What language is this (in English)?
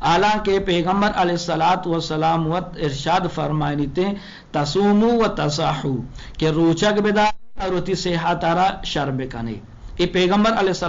Eastern Balochi